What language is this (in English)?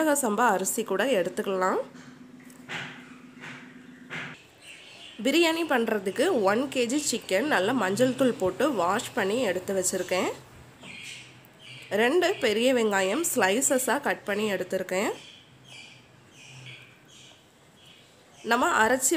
Tamil